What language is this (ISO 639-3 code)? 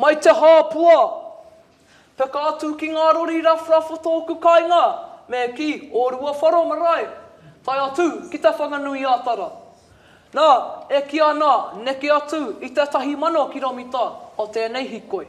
mri